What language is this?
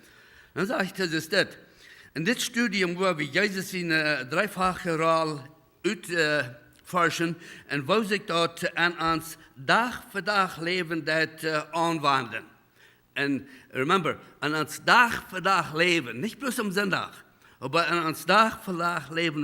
Plautdietsch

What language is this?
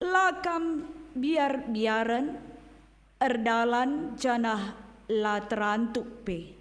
Batak Karo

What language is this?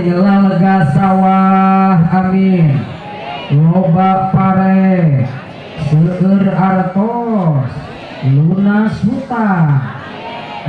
Sundanese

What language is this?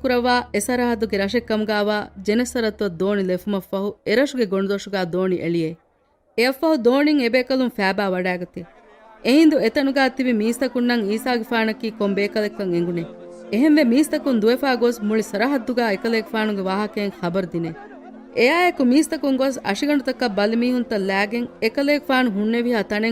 Divehi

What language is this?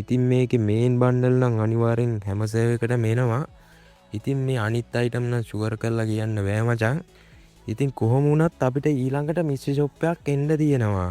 Sinhala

